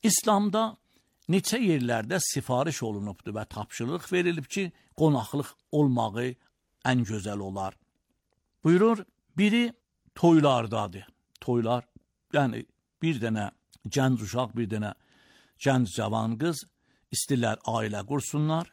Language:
Azerbaijani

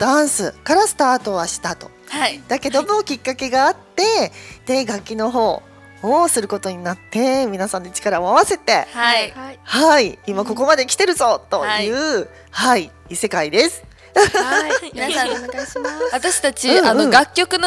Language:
Japanese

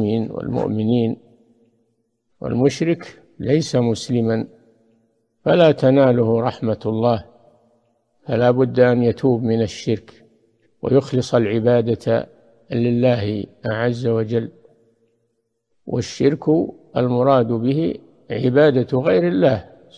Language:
Arabic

